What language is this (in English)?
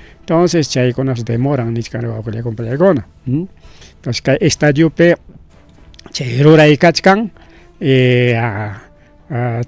Ayacucho Quechua